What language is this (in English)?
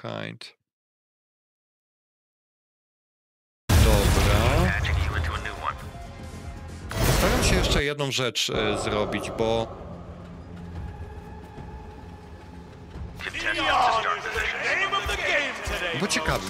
Polish